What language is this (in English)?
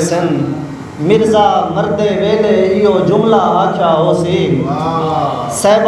Saraiki